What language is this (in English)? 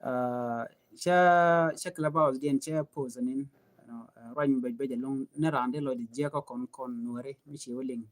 Nuer